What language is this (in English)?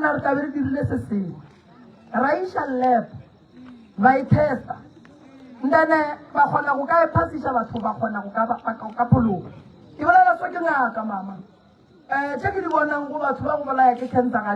Northern Sotho